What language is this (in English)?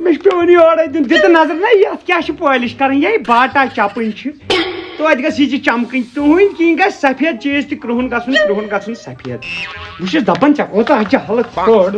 Kashmiri